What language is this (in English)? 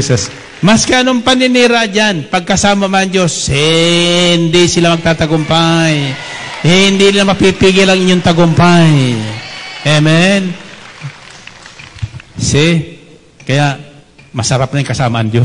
Filipino